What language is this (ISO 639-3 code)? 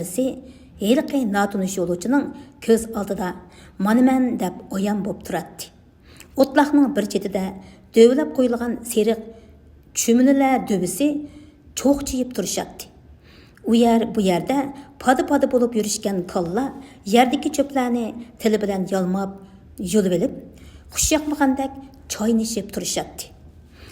uig